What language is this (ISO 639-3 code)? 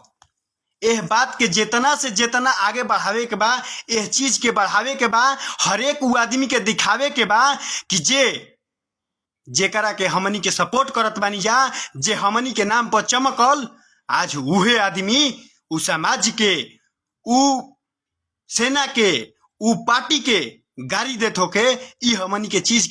bho